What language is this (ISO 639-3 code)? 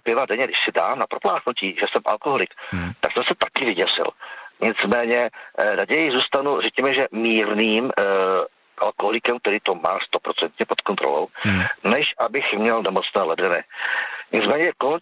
ces